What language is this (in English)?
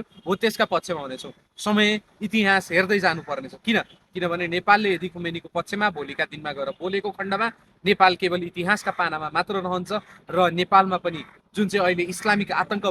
Nepali